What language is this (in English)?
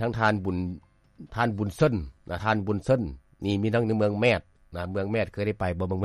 Lao